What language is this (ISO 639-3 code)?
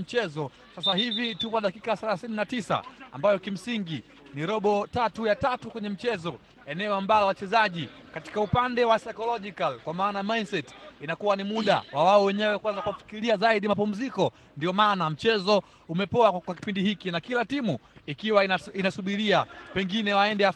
swa